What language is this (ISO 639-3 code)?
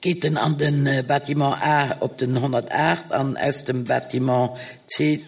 ltz